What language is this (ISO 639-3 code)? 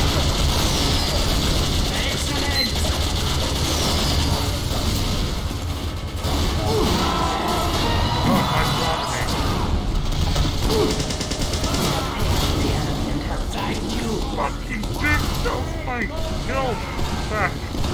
eng